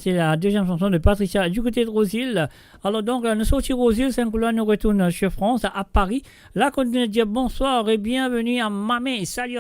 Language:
Morisyen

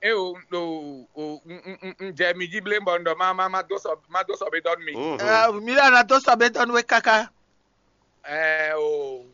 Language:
Fon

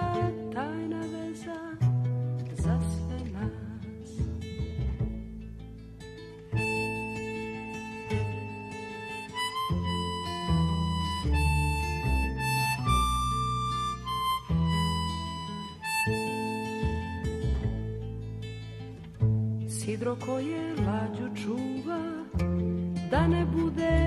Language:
Serbian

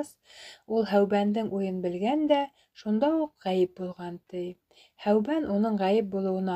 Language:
Bashkir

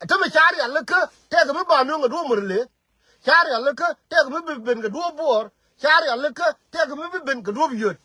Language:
Nuer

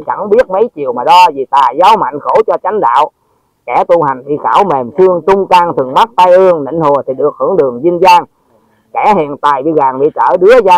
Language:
Vietnamese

